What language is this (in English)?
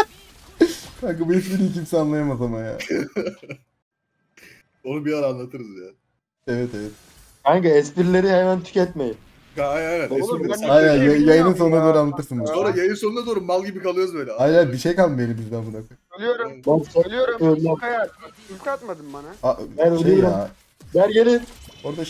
Turkish